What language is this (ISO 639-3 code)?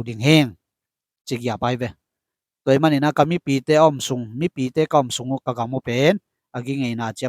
ctd